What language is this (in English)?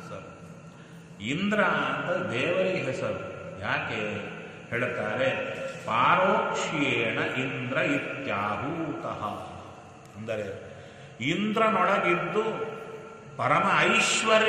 Kannada